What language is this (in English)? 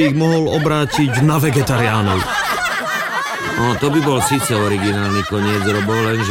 Slovak